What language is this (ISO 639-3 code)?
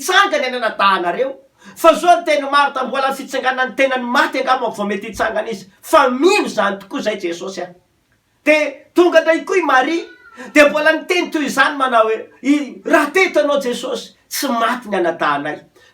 mlg